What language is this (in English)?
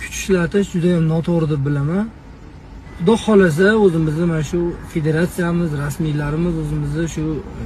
Uzbek